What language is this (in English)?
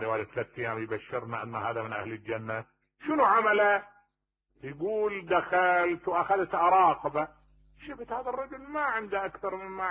Mesopotamian Arabic